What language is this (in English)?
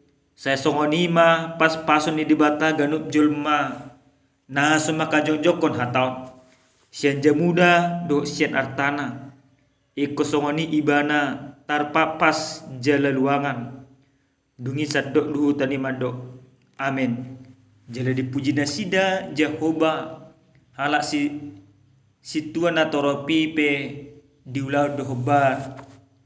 Batak Toba